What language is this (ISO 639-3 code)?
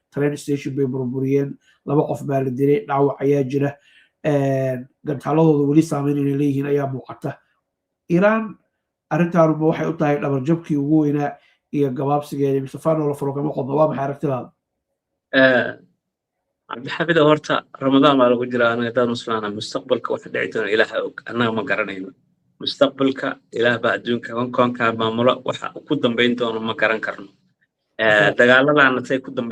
som